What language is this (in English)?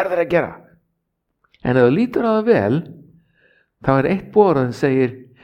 Icelandic